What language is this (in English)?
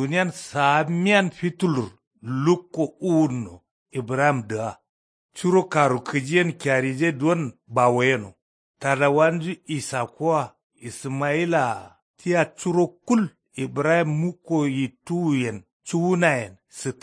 Kanuri